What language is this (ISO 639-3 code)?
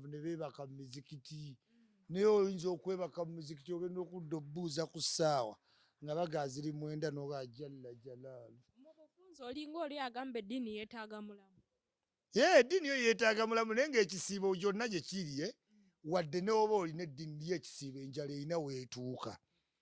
lug